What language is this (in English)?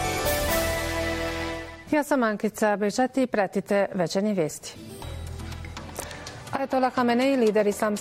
Bosnian